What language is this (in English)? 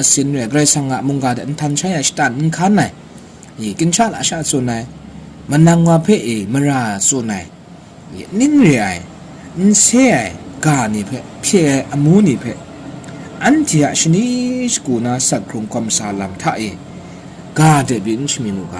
Kachin